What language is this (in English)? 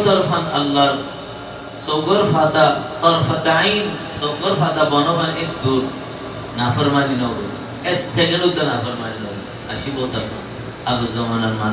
Rohingya